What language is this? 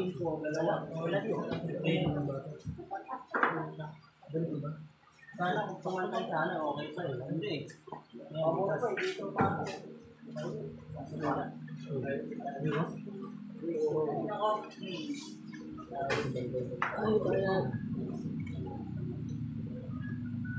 Filipino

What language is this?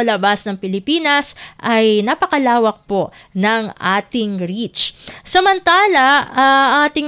Filipino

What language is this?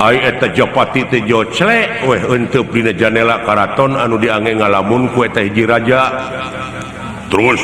Sundanese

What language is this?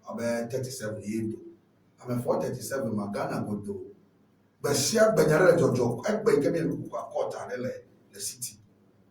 Ewe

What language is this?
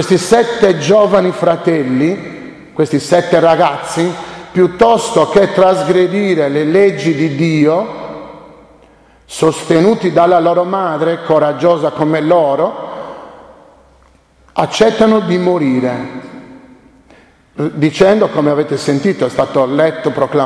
Italian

